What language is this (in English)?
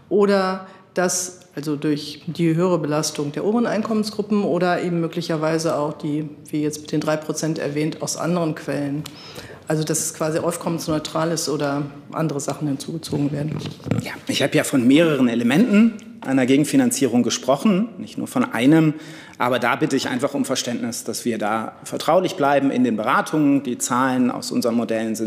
German